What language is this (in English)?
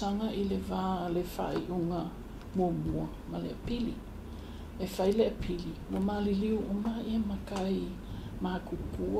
Samoan